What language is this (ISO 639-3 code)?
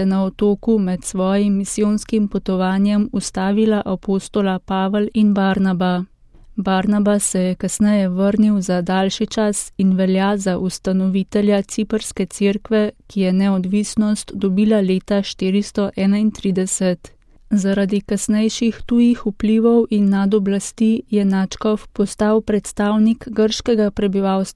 slv